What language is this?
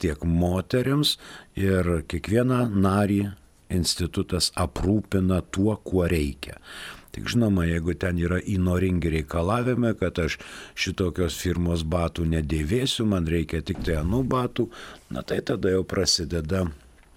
Lithuanian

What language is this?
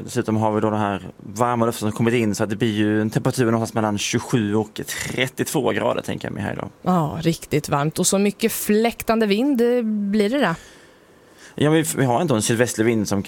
Swedish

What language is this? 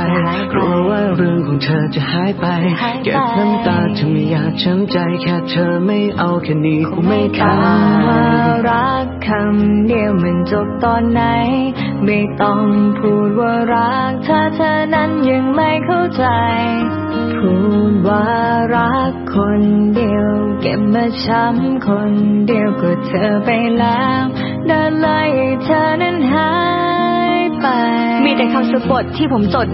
Thai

